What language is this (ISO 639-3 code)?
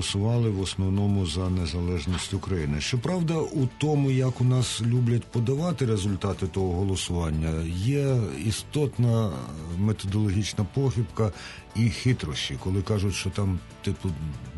ukr